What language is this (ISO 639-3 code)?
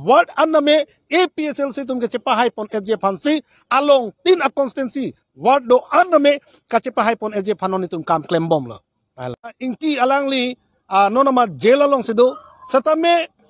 mjw